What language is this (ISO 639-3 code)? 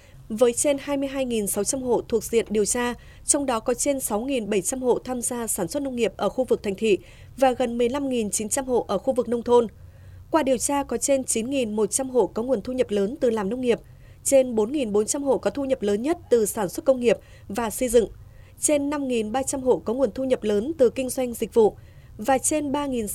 vie